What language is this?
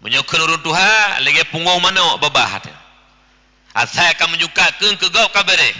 Achinese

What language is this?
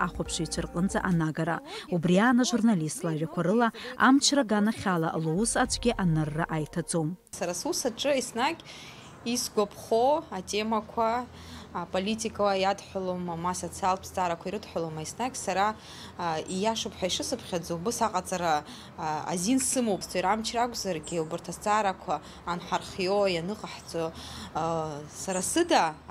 Abkhazian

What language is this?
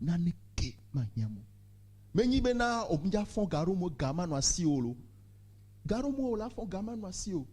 Ewe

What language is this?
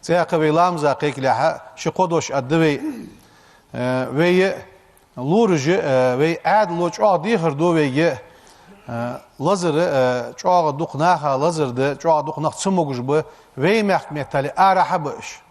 Ingush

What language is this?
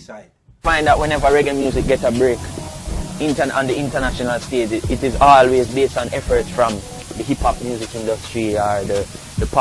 Jamaican Creole English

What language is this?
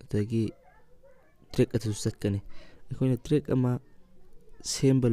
Manipuri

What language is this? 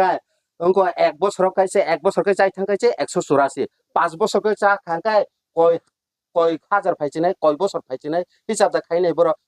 Kok Borok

